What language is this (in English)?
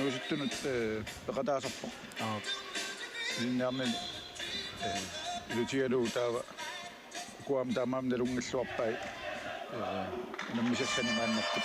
Kalaallisut